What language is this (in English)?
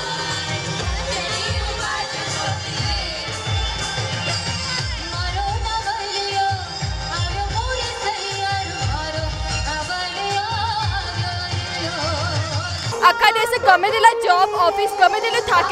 Gujarati